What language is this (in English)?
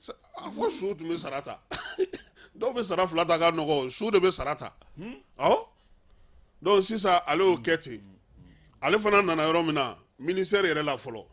Bambara